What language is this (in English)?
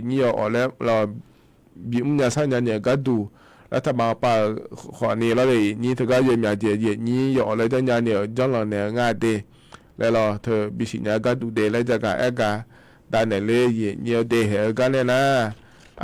Akha